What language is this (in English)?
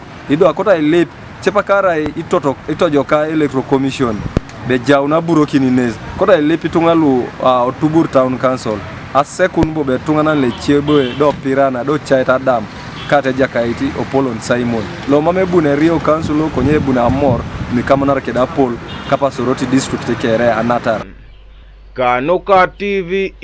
Teso